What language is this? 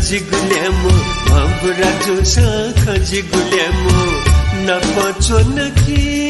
Newari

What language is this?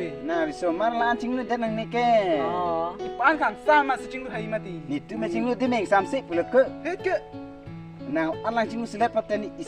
Karbi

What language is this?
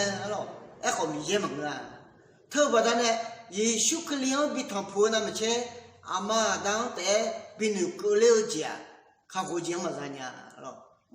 Akha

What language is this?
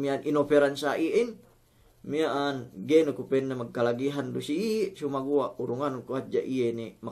Yakan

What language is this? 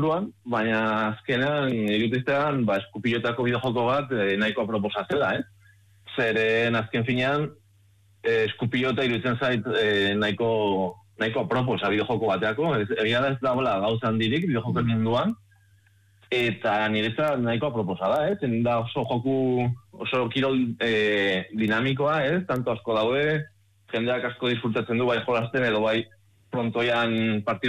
Basque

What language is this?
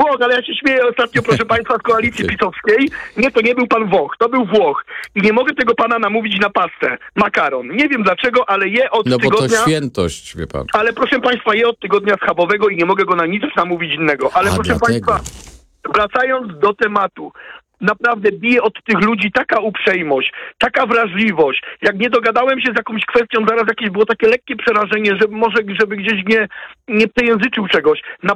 Polish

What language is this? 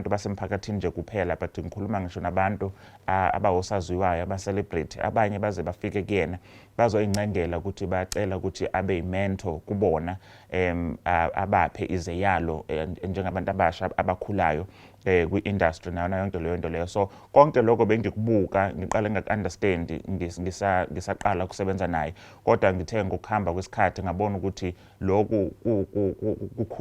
Zulu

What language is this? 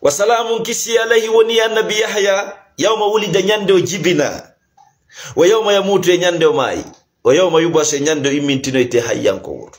Fula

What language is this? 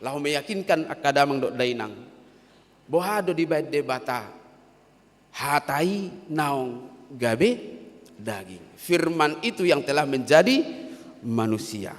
Batak Toba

